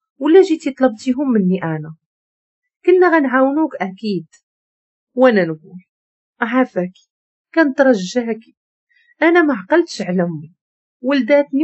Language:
Moroccan Arabic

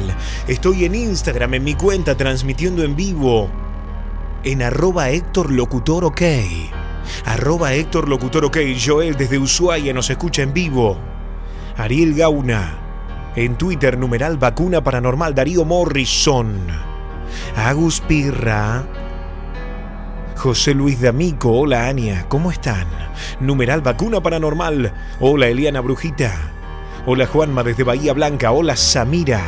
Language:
Spanish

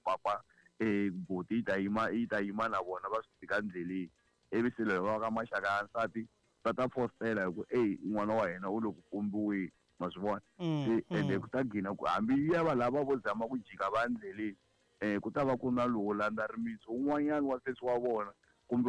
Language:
Tsonga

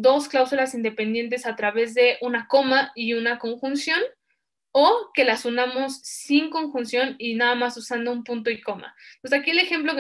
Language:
Spanish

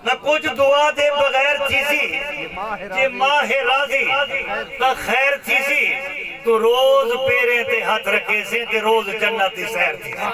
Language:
Saraiki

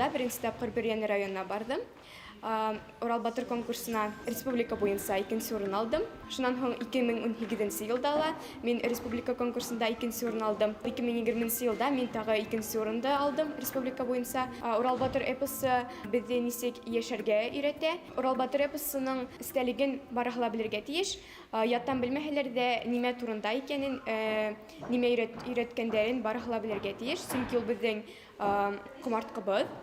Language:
Bashkir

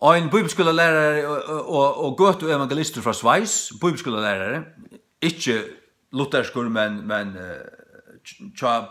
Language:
Faroese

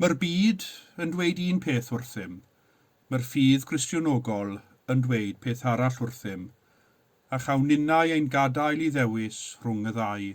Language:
Welsh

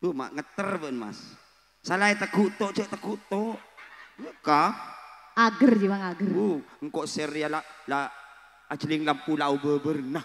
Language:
Madurese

